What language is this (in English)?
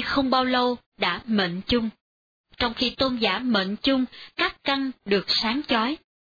Vietnamese